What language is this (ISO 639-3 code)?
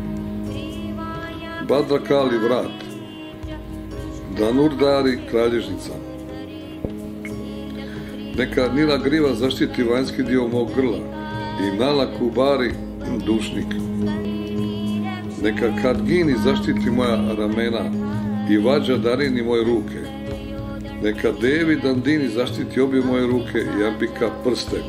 hrv